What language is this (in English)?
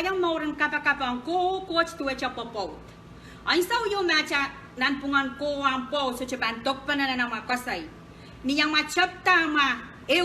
Pohnpeian